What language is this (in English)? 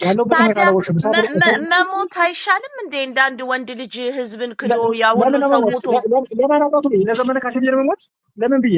Amharic